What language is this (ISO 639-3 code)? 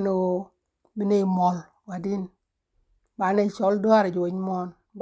nus